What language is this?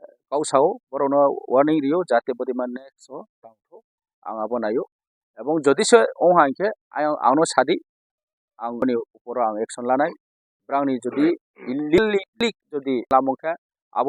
Riang (India)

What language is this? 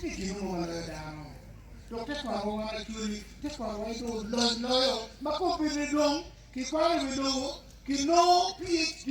Acoli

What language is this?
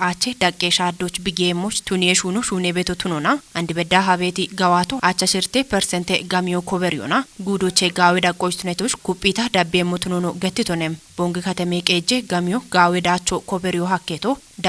Kafa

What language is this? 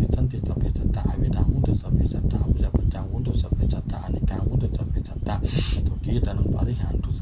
Pali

